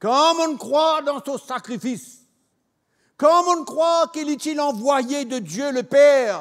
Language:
Morisyen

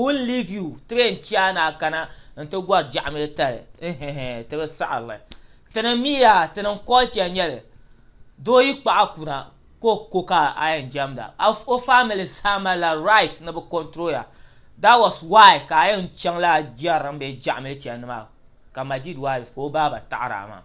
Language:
Dagbani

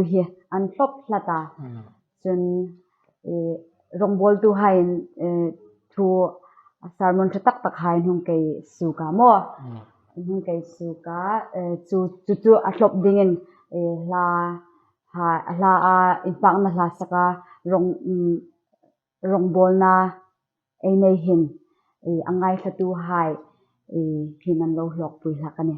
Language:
Hmar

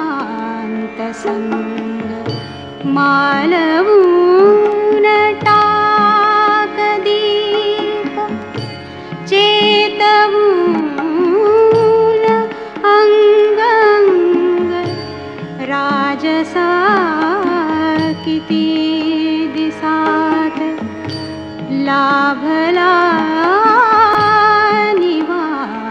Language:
Marathi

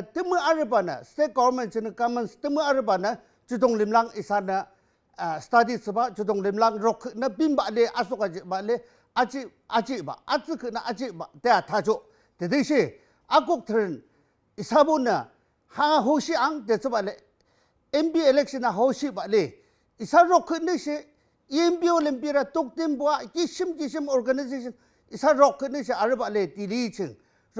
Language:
Yimchungru Naga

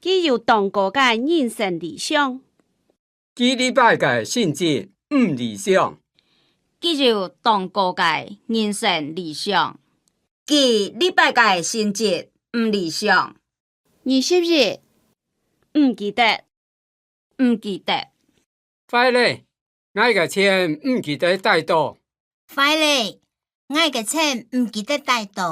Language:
Hakka Chinese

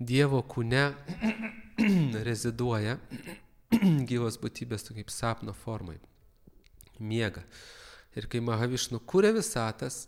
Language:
Lithuanian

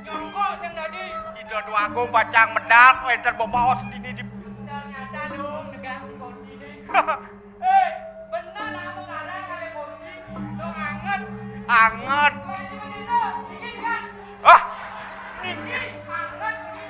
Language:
Balinese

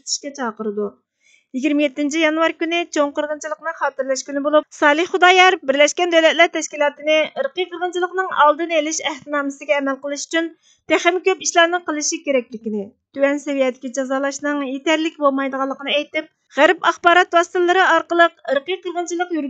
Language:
Uyghur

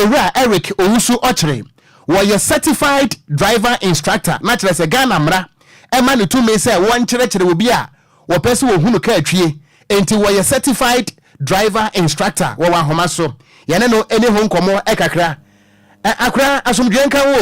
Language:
Akan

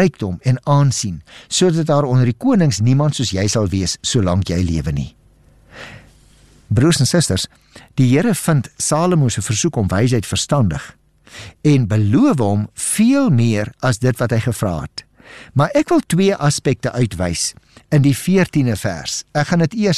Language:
Afrikaans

